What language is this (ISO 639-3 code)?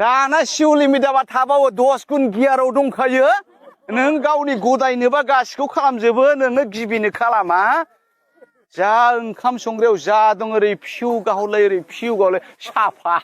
brx